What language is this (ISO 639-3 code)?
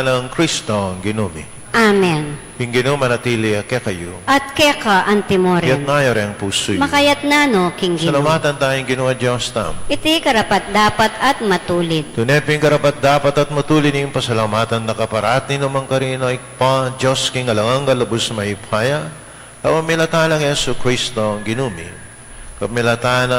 pam